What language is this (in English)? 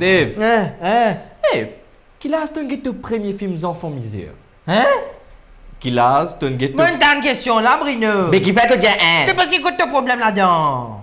Morisyen